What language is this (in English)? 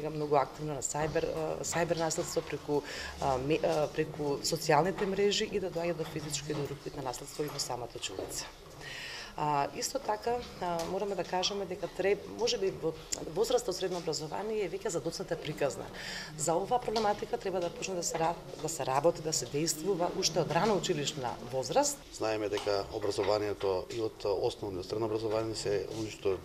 Macedonian